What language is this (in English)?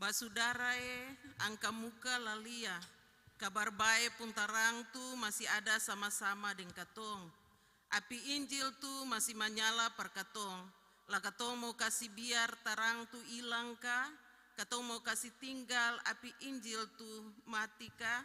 Ambonese Malay